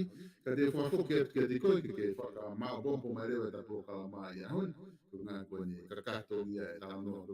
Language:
Tongan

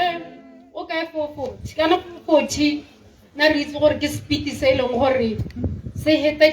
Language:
Tswana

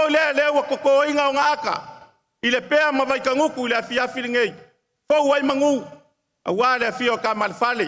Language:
Samoan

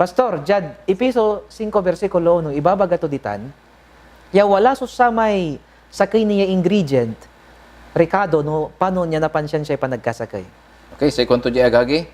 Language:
Pangasinan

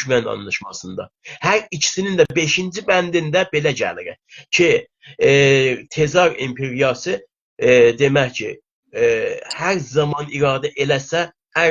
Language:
South Azerbaijani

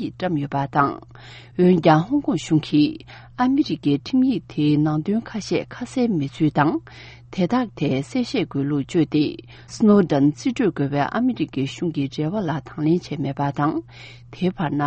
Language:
Tibetan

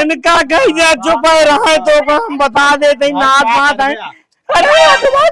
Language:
Awadhi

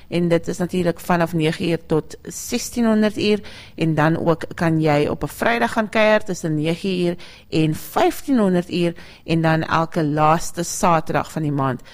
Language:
Afrikaans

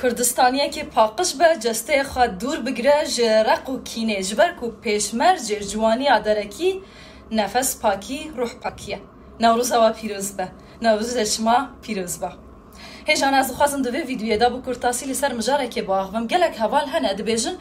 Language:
Kurdish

